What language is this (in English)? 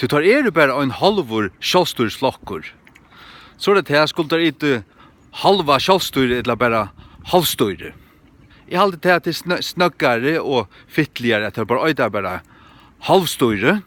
Faroese